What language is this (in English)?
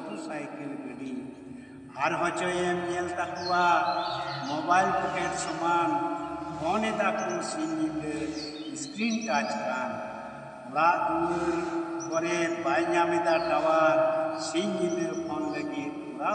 Santali